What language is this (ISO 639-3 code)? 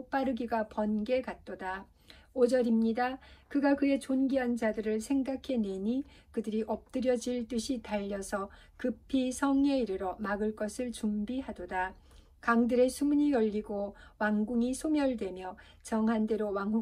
kor